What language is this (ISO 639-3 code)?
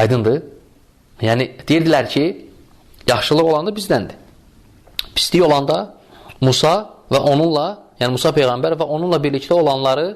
aze